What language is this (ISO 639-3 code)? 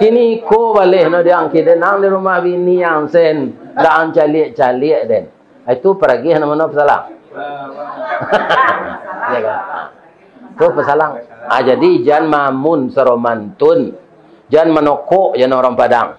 min